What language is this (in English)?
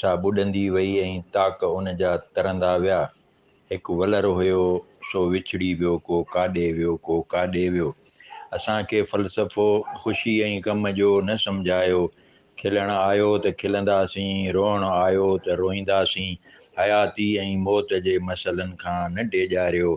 Sindhi